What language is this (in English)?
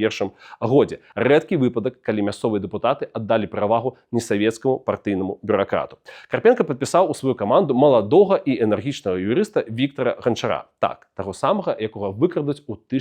Belarusian